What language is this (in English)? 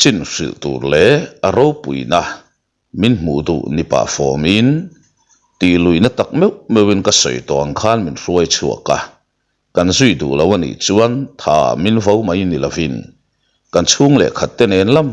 Mizo